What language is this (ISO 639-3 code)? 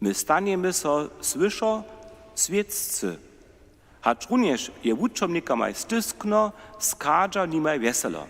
hsb